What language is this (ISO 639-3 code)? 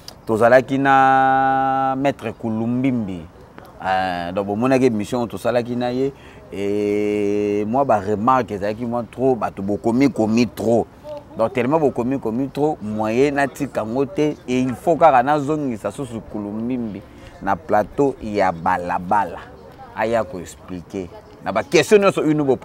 lin